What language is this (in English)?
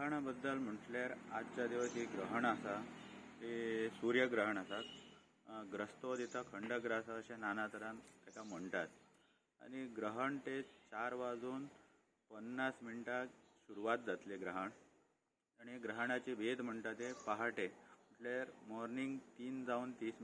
Konkani